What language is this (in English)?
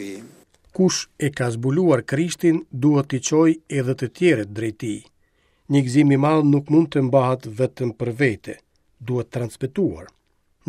Albanian